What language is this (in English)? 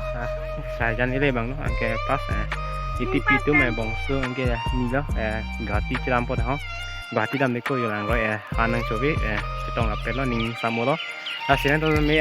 Karbi